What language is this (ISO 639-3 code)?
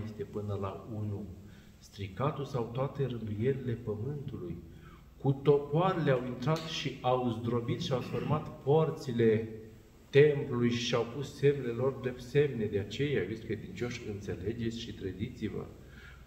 ron